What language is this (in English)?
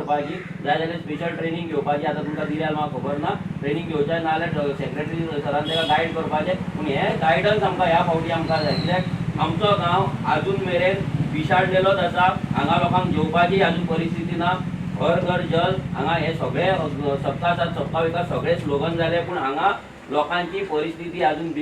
Konkani